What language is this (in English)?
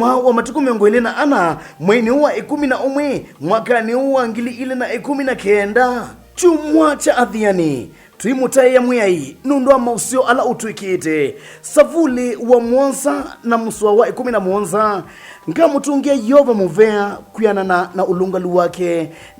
Kamba